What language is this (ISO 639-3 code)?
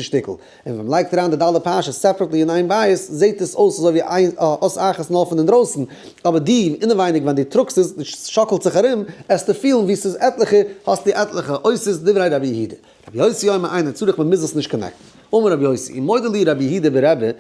yid